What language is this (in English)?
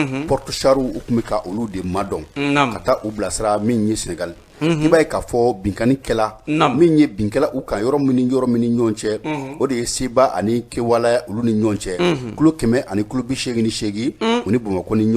Bambara